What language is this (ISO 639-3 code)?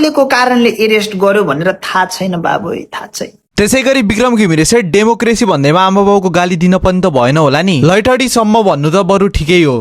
nep